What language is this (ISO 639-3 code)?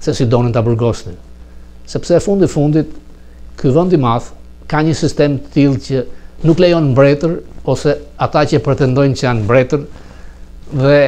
sqi